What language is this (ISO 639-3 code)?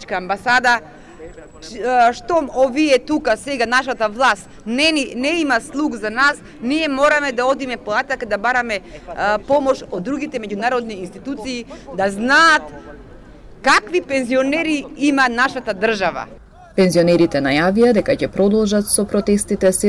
mkd